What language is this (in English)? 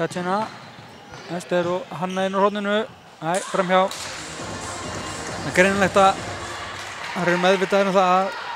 Icelandic